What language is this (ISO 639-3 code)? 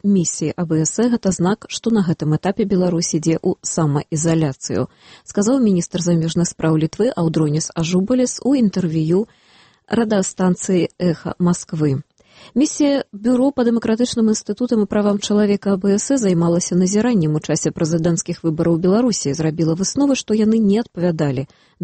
bel